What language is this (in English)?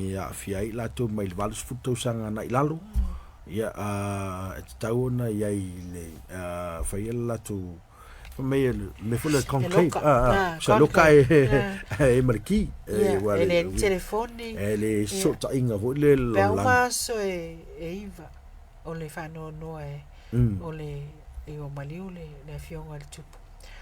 Samoan